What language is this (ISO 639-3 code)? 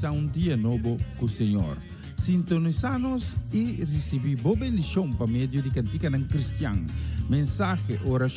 pap